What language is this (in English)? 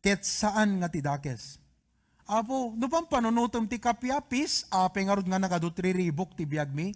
Iloko